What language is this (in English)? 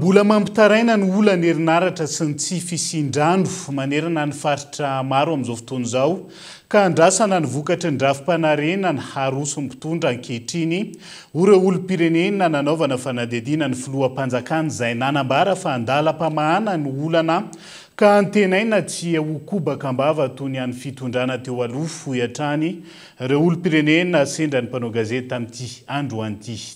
Malagasy